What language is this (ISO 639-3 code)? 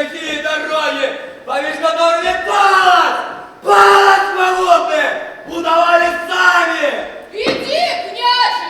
bel